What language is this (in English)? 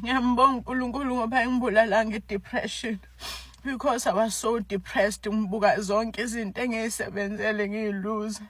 Zulu